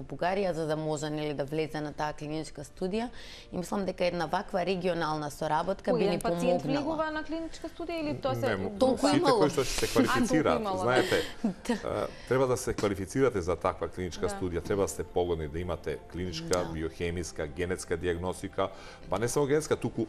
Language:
Macedonian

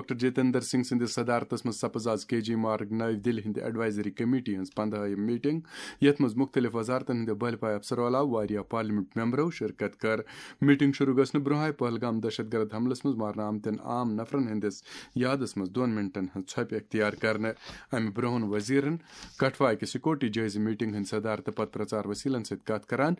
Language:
Kashmiri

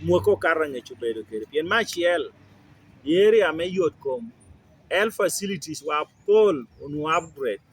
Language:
Lango (Uganda)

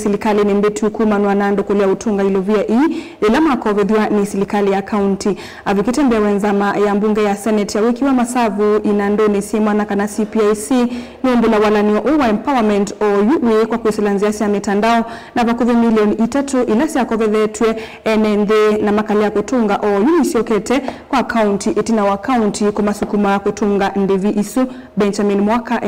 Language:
Kamba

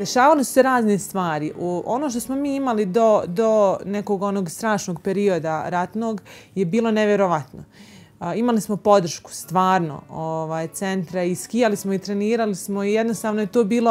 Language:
Bosnian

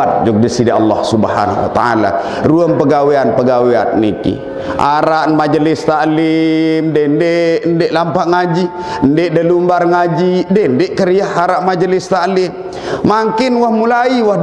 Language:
Sasak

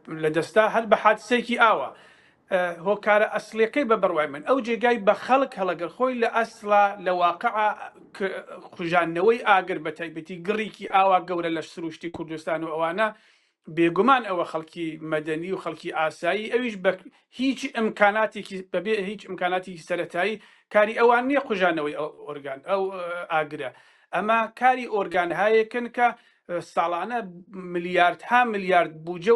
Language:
Central Kurdish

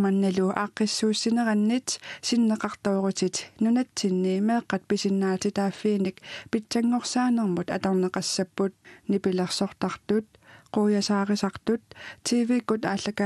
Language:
Kalaallisut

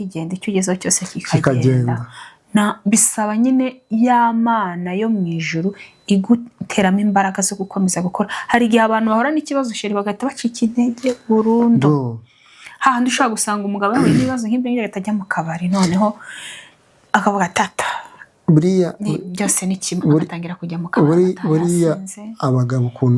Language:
Kinyarwanda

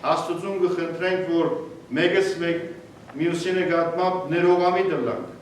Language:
Western Armenian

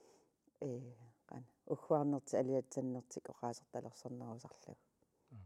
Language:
Kalaallisut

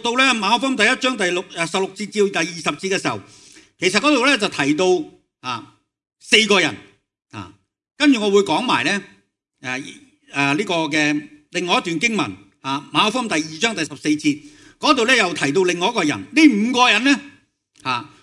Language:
Cantonese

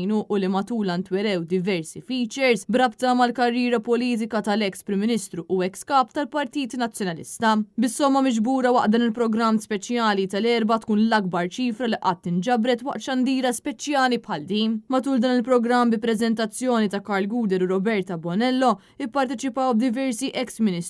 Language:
Maltese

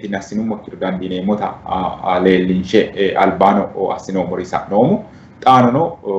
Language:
Sidamo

